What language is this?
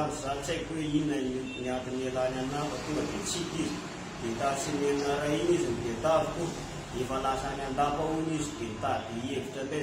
Malagasy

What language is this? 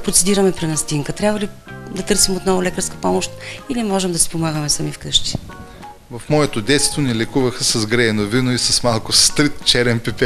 Bulgarian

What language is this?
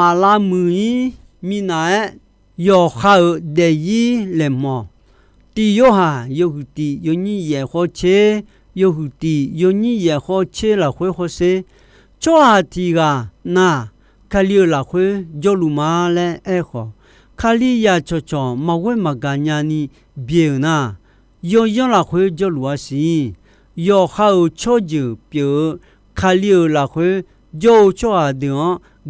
Akha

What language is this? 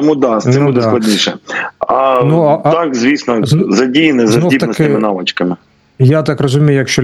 Ukrainian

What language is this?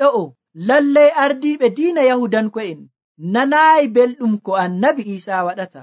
Nigerian Fulfulde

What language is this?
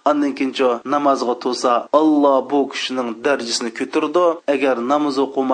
Uyghur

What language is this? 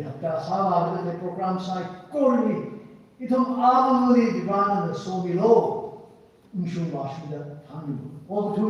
Tangkhul Naga (India)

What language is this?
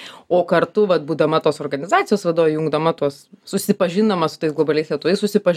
Lithuanian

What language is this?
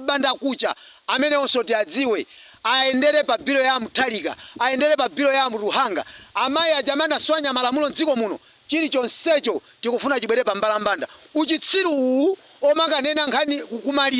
Nyanja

